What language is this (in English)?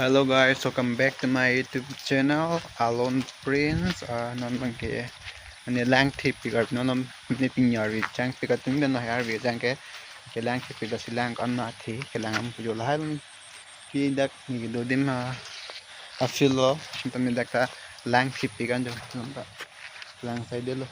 Karbi